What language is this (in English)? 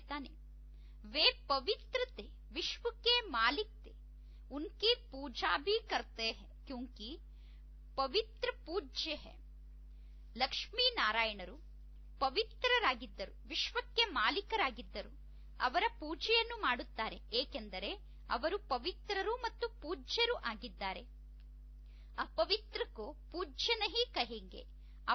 Kannada